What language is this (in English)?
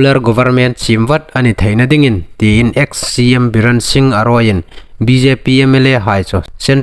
Hmar